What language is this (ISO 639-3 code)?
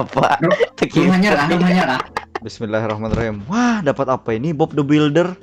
bjn